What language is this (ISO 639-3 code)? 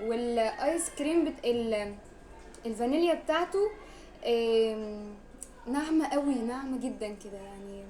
arz